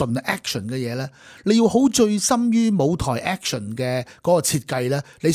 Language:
Cantonese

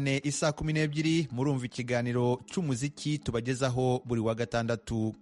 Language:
Kinyarwanda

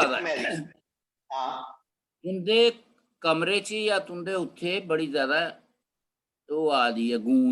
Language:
Dogri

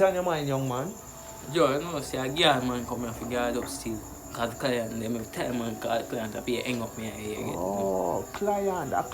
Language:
Jamaican Creole English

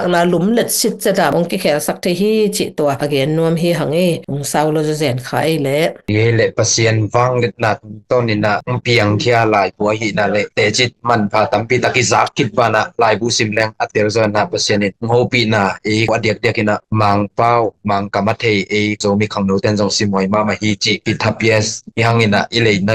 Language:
Tedim Chin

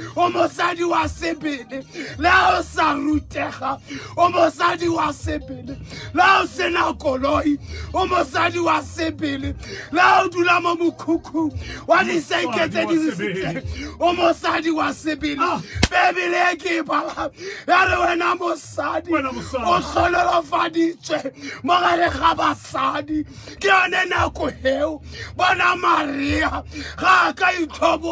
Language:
Tswana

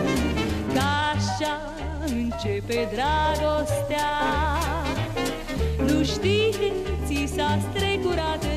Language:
Romanian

